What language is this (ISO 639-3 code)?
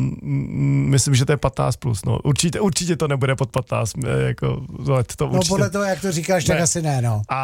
ces